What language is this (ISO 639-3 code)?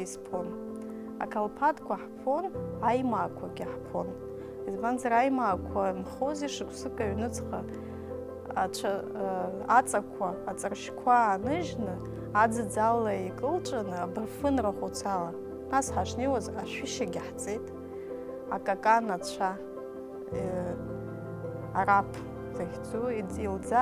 abk